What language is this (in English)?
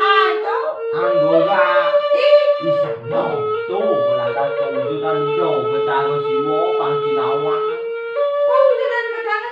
Balinese